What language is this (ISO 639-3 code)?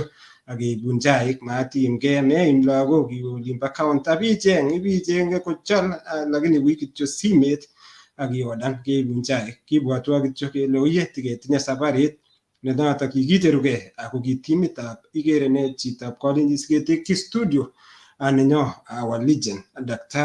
kln